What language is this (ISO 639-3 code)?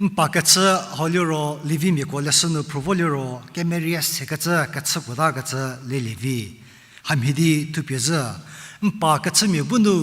njm